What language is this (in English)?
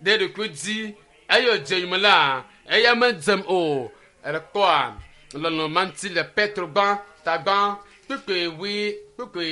Ewe